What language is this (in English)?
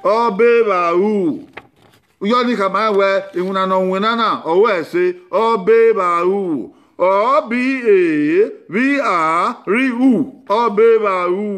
Bini